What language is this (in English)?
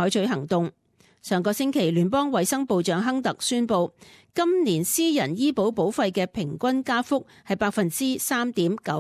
Cantonese